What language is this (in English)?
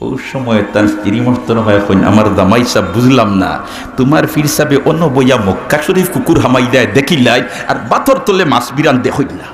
Sylheti